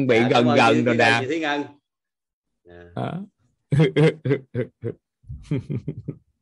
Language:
Vietnamese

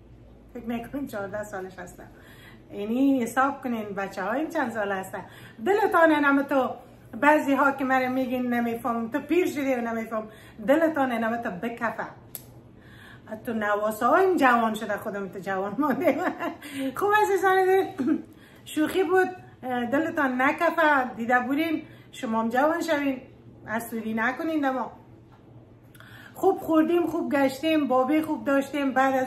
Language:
Persian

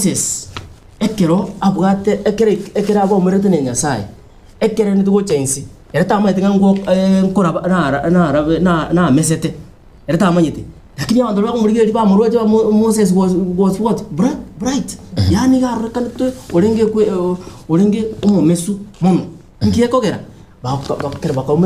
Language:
Gusii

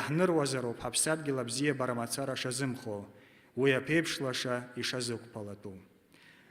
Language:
Abkhazian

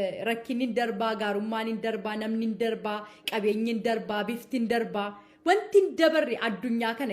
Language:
Oromo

